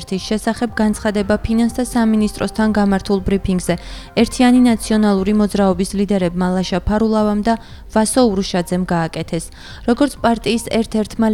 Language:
Georgian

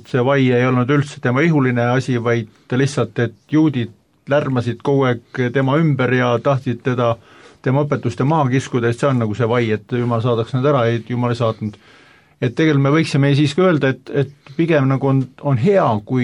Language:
Estonian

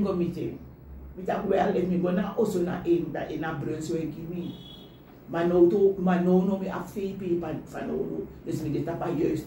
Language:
Sranan Tongo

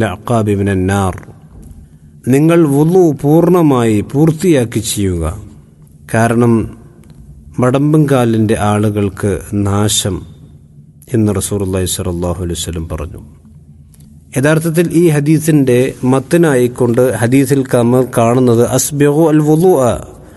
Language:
Malayalam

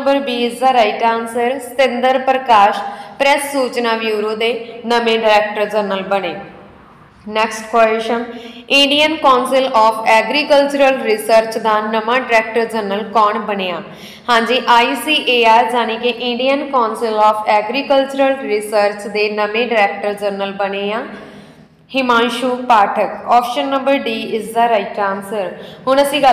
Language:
Punjabi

